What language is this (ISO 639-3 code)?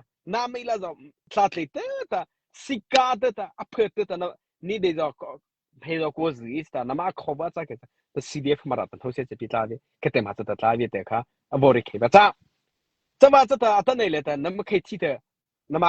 mrh